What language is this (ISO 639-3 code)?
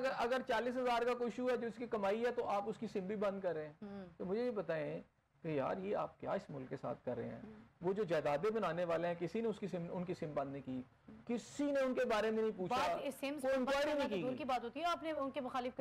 urd